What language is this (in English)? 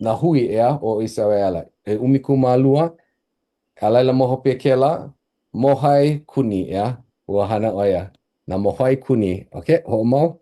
Hawaiian